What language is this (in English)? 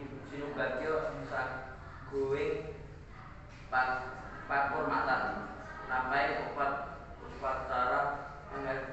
Javanese